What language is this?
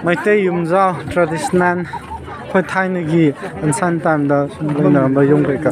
Manipuri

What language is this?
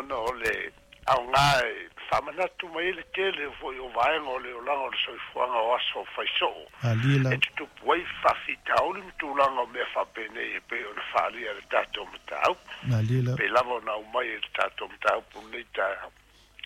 Samoan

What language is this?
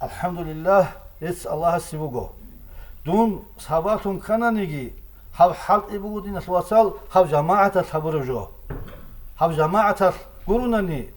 Avaric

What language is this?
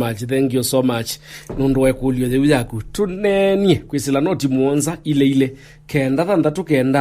Kamba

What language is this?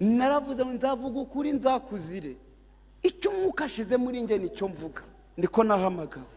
Kinyarwanda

